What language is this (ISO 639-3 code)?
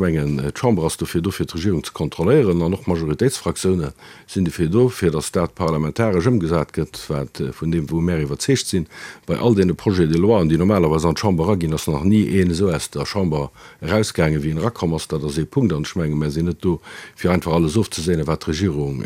ltz